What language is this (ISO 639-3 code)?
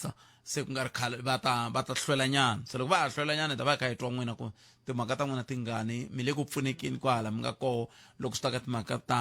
tso